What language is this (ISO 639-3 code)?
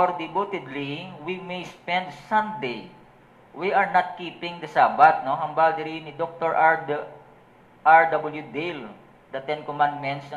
hil